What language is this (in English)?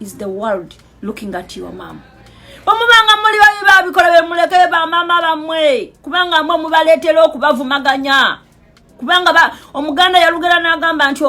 Ganda